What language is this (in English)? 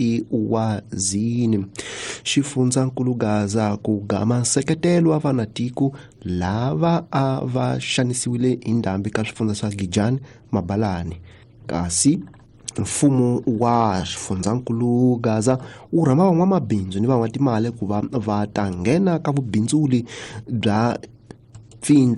Tsonga